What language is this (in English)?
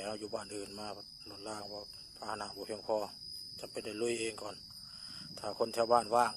Lao